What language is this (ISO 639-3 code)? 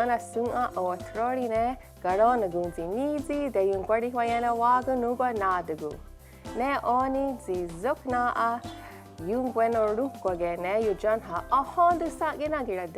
moh